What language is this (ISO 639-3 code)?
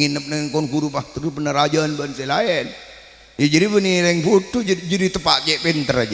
mad